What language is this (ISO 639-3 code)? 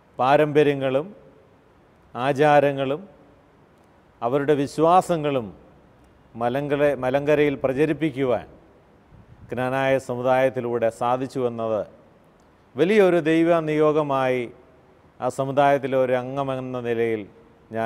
mal